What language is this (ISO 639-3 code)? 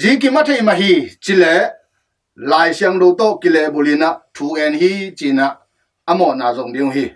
ctd